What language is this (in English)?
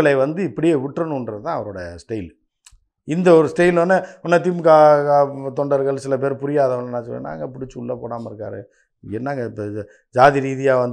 Tamil